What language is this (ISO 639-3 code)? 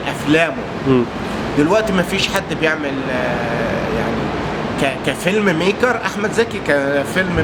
arz